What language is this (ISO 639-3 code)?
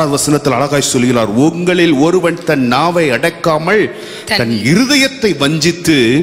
tam